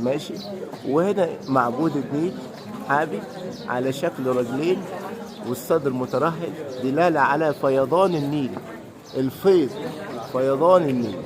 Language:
Egyptian Arabic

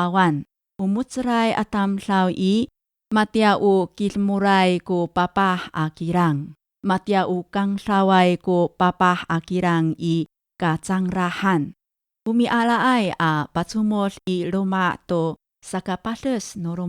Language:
Amis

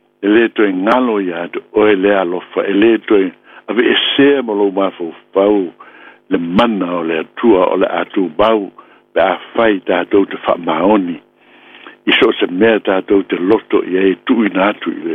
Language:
Samoan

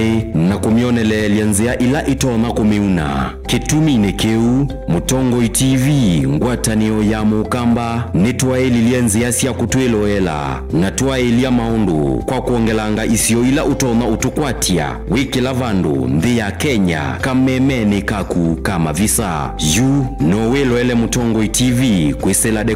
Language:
Kamba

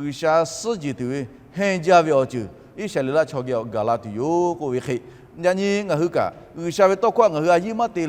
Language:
Lahu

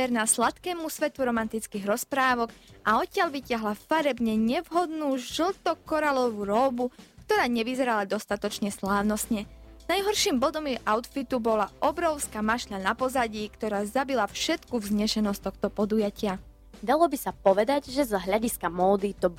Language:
Slovak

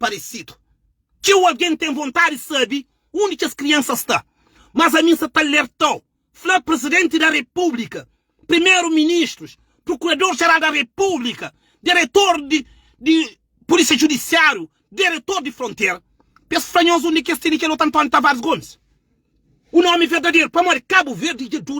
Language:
Kabuverdianu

